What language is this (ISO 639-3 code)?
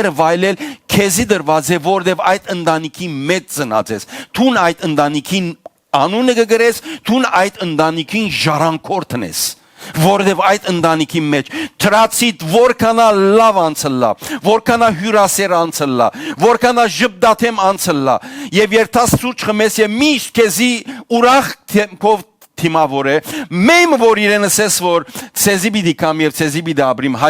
hyw